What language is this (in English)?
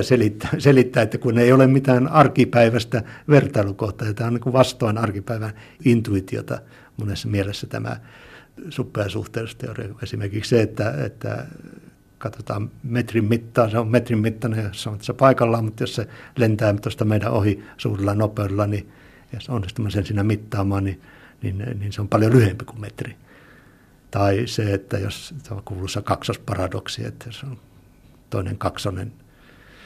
Finnish